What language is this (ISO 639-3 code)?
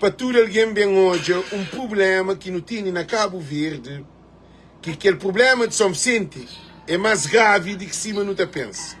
kea